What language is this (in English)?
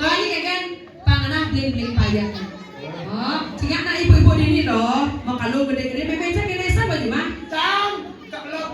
Balinese